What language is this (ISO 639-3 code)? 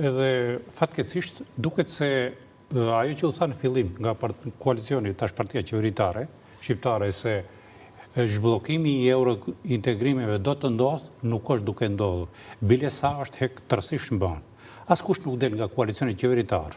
sqi